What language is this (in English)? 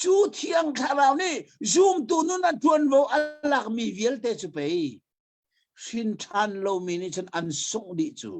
Hakha Chin